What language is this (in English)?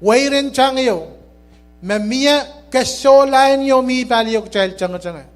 Pohnpeian